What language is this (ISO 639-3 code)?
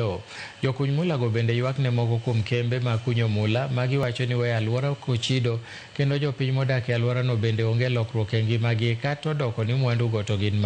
luo